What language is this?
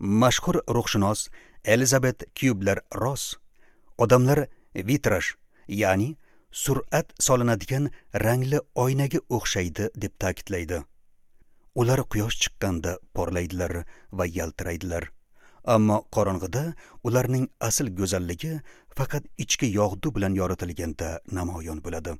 Uzbek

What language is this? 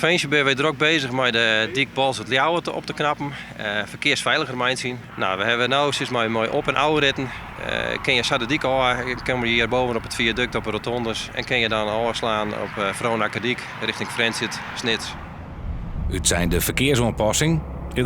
Western Frisian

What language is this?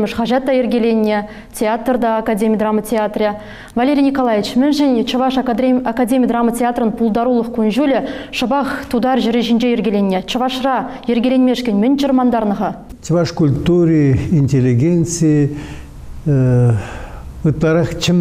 Chuvash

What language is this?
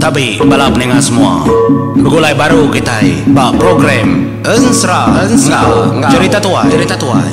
Iban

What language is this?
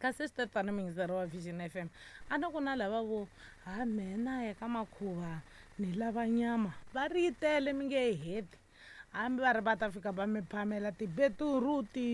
Tsonga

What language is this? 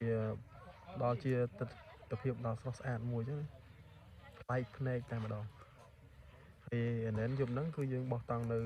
Khmer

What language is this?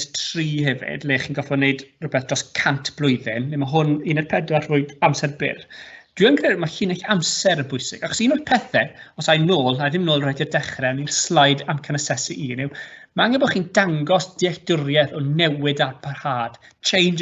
Welsh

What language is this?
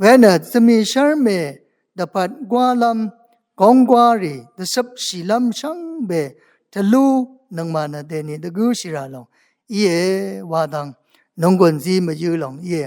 Rawang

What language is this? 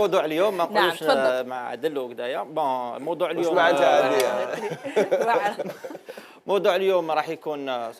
Algerian Arabic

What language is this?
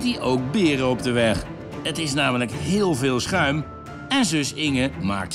Dutch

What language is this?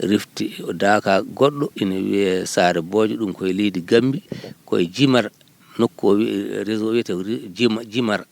Fula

